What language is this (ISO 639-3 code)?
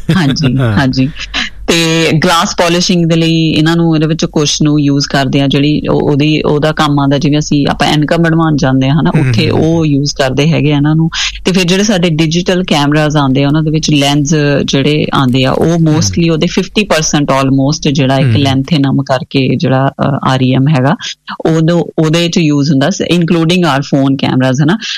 pan